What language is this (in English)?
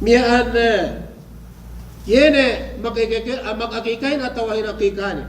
Yakan